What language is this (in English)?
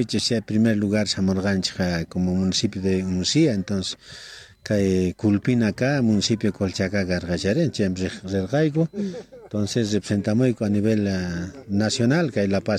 South Bolivian Quechua